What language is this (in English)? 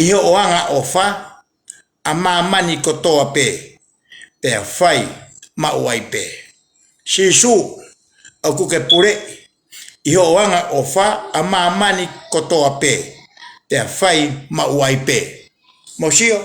Tongan